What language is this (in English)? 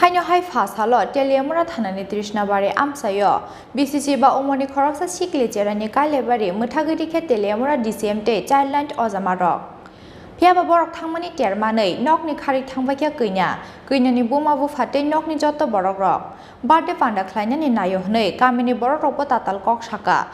Kok Borok